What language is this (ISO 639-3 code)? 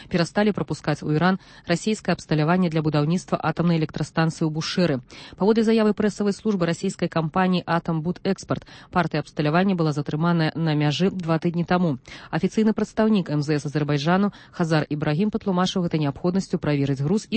bel